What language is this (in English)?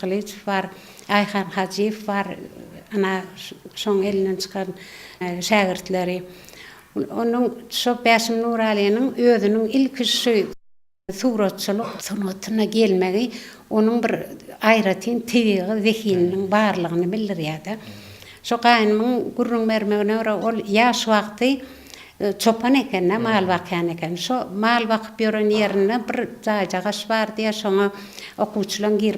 Turkmen